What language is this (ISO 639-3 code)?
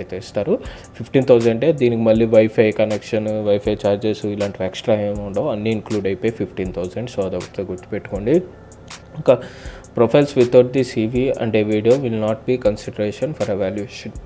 tel